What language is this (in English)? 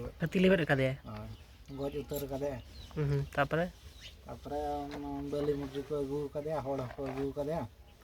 Santali